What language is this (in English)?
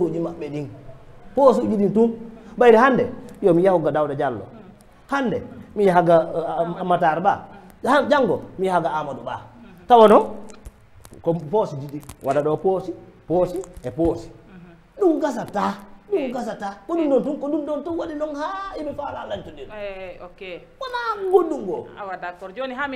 Fula